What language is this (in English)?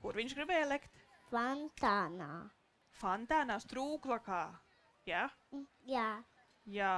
Latvian